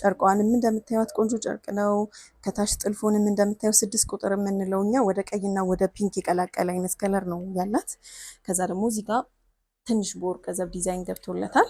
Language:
Amharic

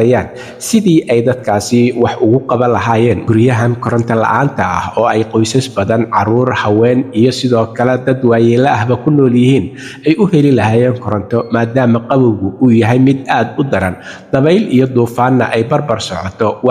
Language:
Somali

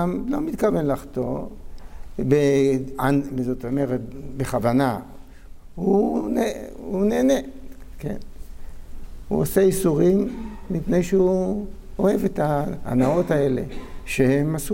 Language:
Hebrew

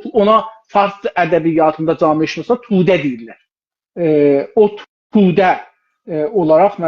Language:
South Azerbaijani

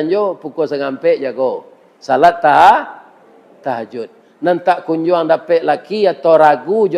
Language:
Minangkabau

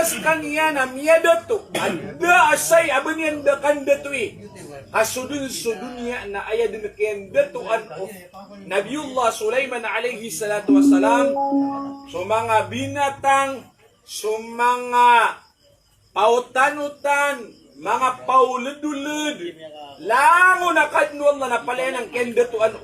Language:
Maranao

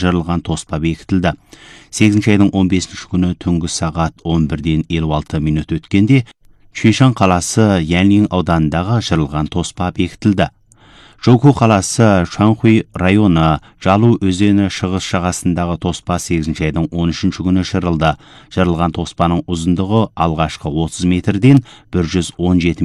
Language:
Kazakh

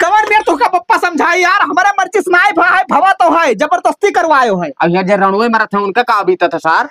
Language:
Awadhi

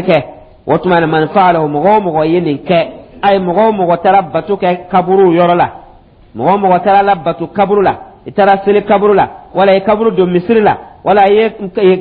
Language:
Dyula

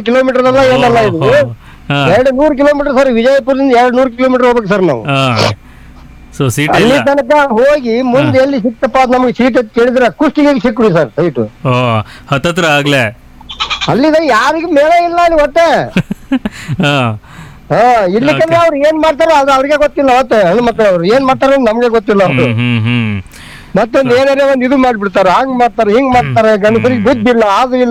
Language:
Kannada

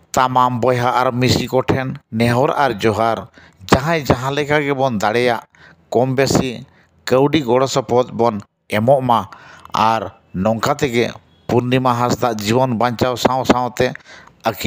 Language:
Santali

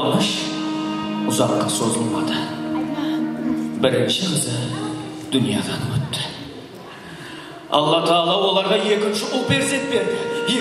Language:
Kara-Kalpak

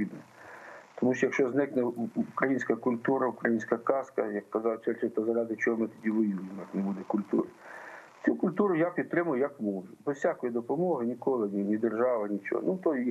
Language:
Ukrainian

